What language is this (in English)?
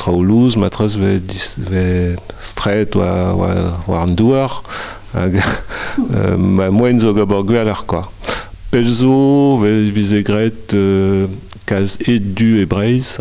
Breton